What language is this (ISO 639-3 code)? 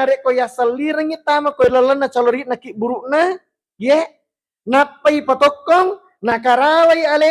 bug